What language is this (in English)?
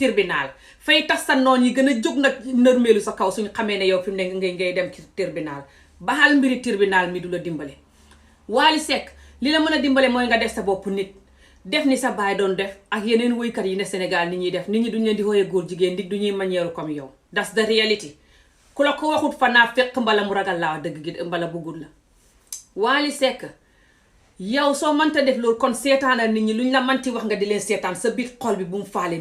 Wolof